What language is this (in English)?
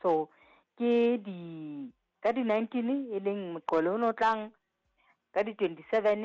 Southern Sotho